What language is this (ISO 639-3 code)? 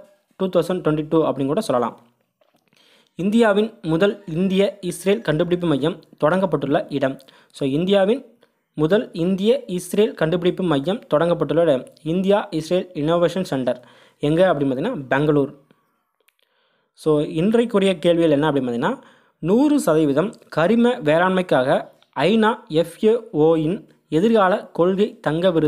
tam